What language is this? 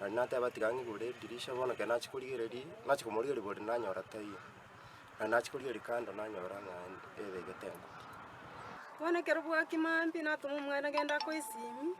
Gusii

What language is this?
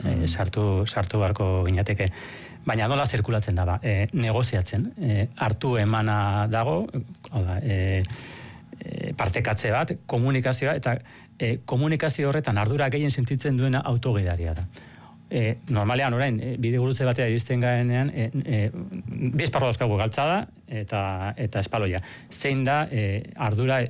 Basque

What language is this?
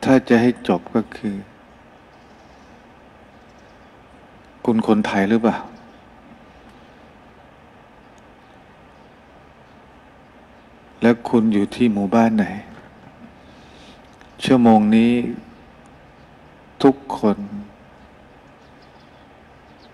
Thai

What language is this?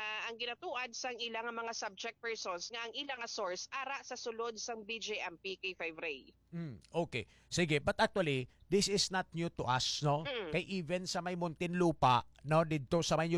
Hiligaynon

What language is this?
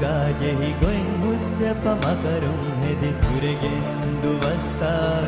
Divehi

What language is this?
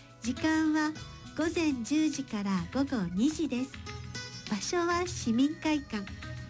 Japanese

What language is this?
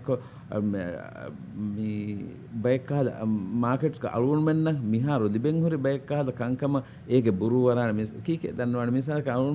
Divehi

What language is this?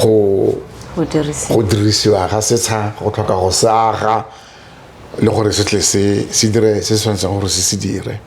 Tswana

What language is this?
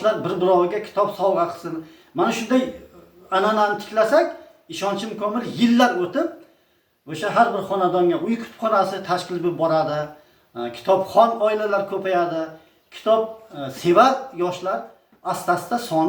Uzbek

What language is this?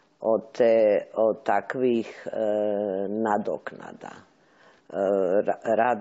Serbian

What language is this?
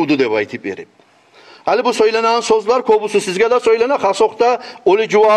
Kumyk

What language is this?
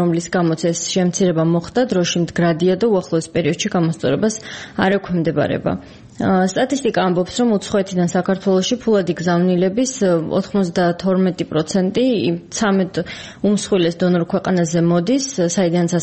Georgian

